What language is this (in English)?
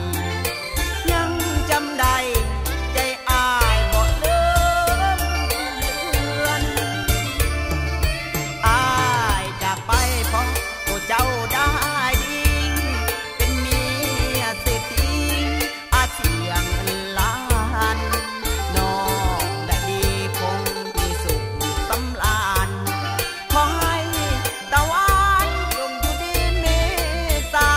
Thai